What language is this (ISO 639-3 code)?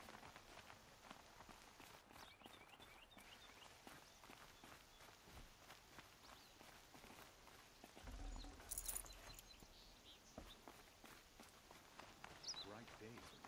eng